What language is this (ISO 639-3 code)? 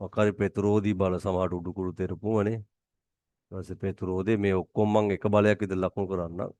sin